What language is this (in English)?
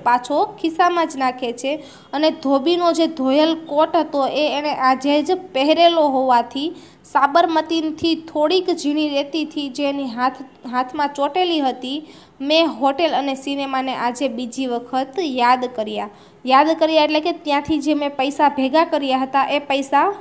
Gujarati